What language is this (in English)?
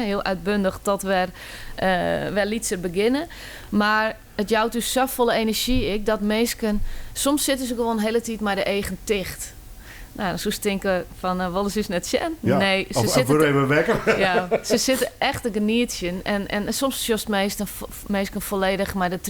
Western Frisian